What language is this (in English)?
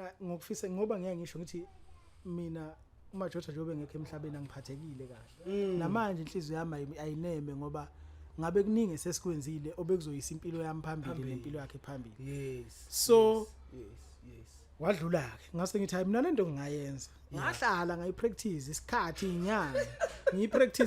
Zulu